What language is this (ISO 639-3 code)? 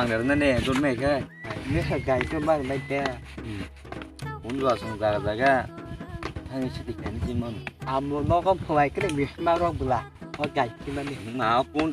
trp